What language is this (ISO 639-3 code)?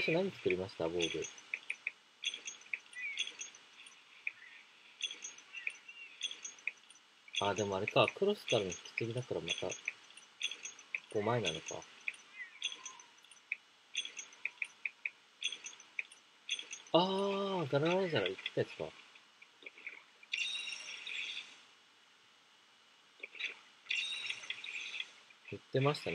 jpn